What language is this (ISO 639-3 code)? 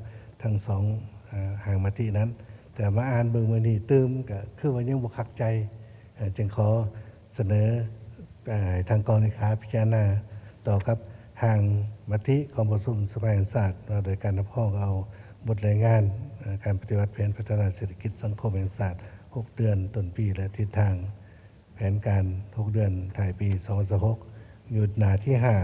lao